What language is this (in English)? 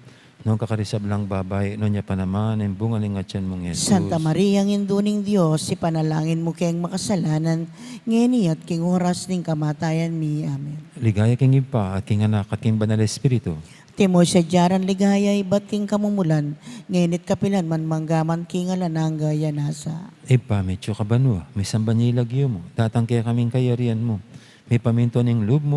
Pampanga